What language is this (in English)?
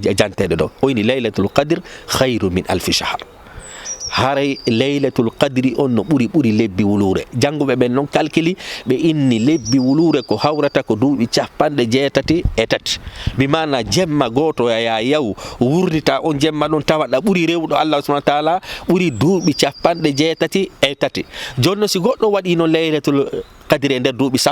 Fula